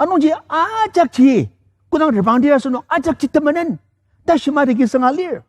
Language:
Ao Naga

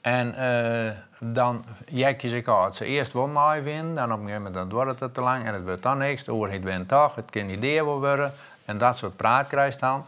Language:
Western Frisian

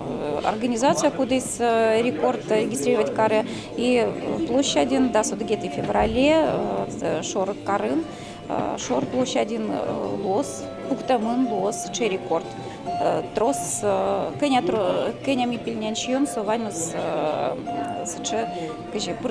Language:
Udmurt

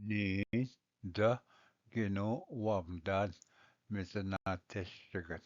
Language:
Ojibwa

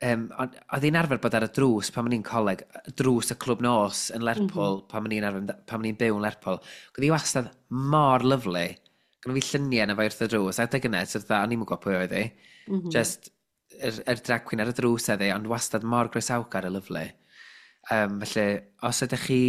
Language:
Welsh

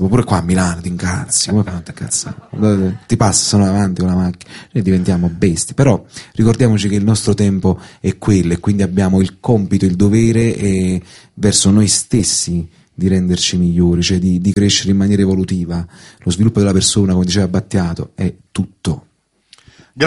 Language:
Italian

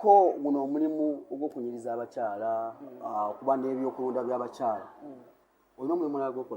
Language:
Ganda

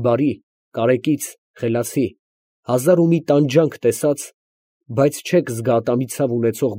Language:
Armenian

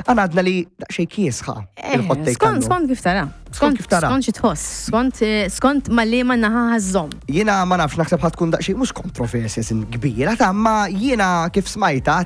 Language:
Maltese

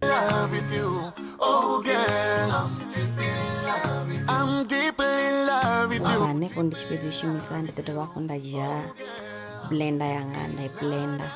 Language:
Venda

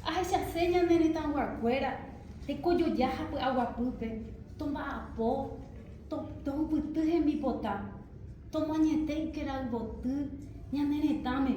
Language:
Guarani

